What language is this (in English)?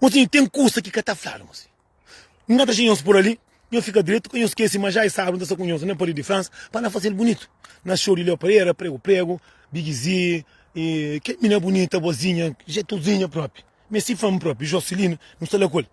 Kabuverdianu